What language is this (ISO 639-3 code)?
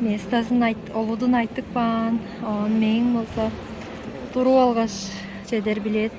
tyv